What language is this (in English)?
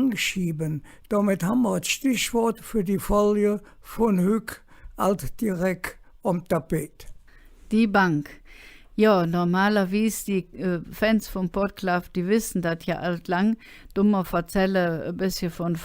Colognian